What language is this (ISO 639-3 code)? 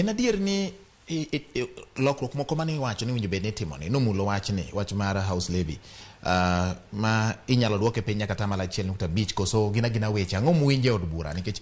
luo